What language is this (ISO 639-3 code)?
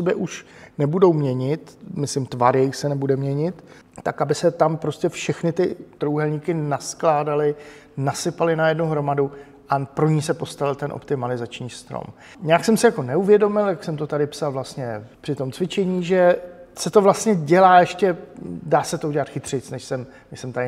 ces